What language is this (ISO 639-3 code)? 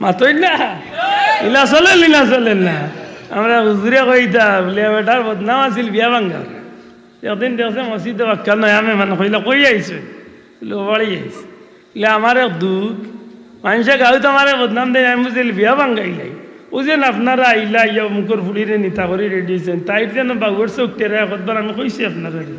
syl